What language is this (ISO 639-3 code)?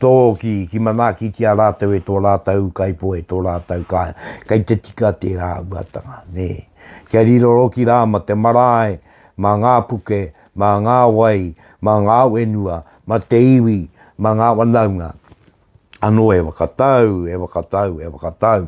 mri